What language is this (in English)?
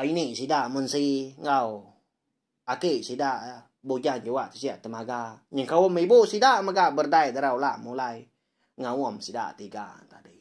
Iban